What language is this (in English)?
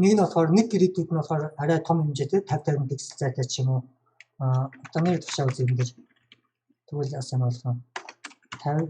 Mongolian